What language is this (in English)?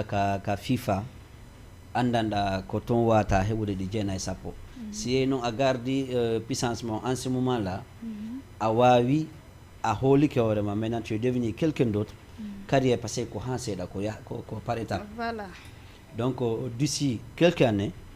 Fula